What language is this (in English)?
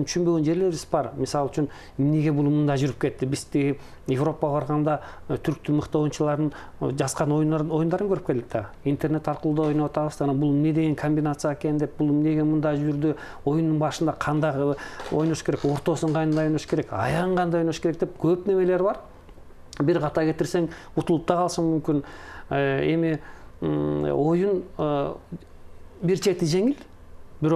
Kyrgyz